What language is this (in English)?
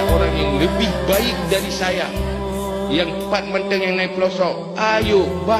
Achinese